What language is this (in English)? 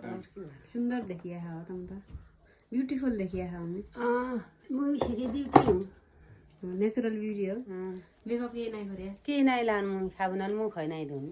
Nepali